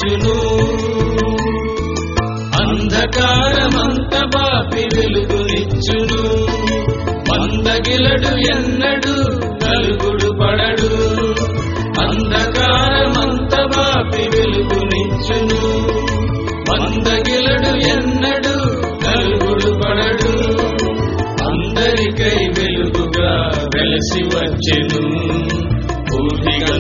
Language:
Telugu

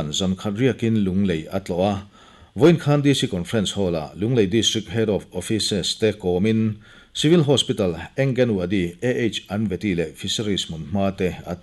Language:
Mizo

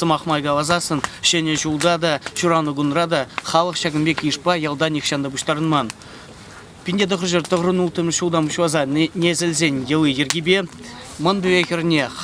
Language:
Chuvash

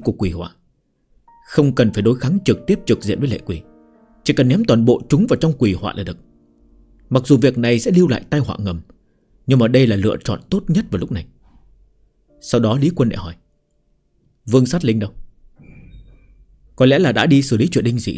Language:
Vietnamese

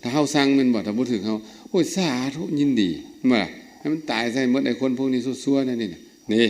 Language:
Lao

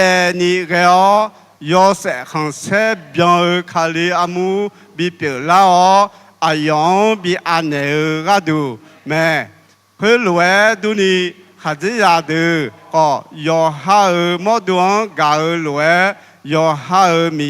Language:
Akha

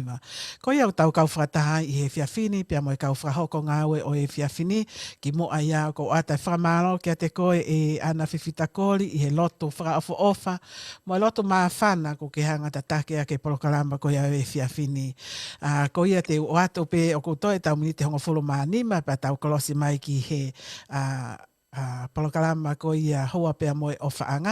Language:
Tongan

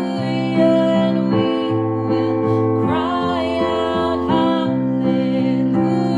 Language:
English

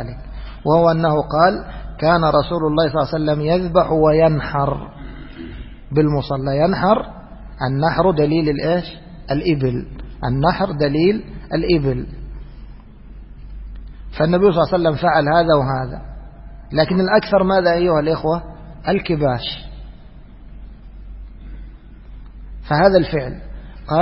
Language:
Arabic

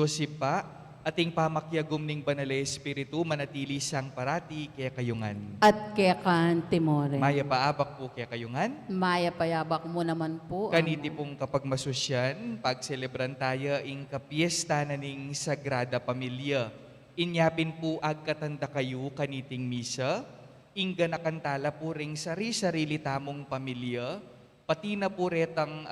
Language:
Pampanga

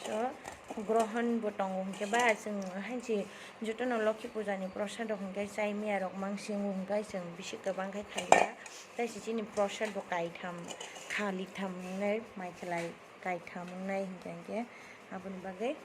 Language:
Kok Borok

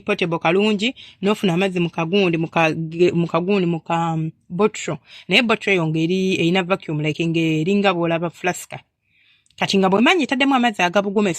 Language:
Ganda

